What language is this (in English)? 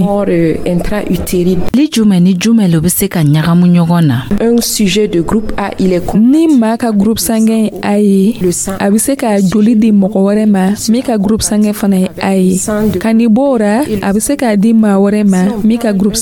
Dyula